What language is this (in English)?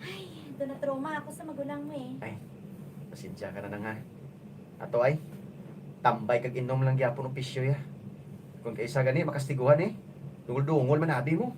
Hiligaynon